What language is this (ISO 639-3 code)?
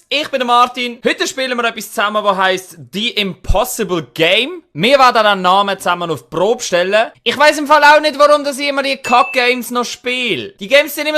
gsw